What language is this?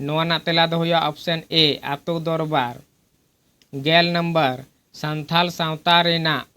Santali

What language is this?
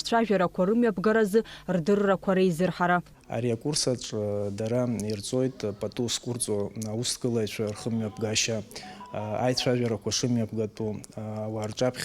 Abkhazian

